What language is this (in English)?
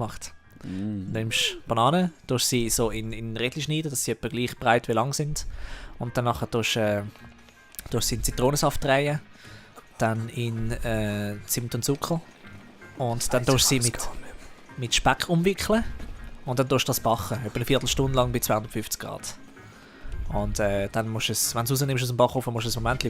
Swiss German